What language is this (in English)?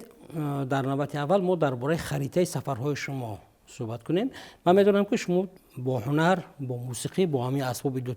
Tajik